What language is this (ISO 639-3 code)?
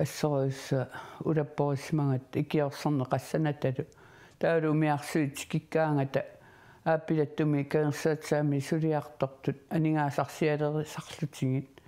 kal